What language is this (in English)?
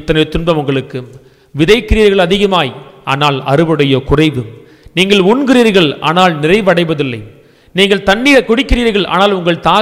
Tamil